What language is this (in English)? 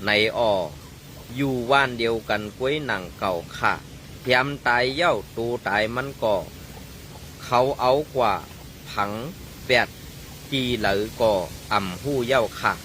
Shan